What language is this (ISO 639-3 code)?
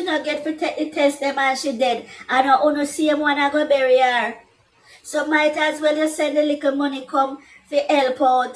jam